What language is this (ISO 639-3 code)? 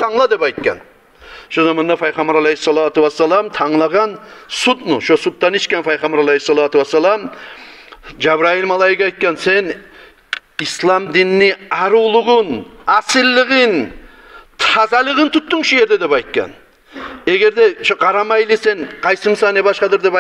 kum